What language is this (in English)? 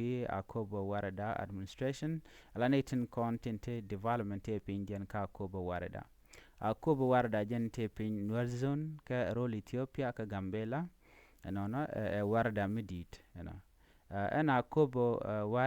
Nuer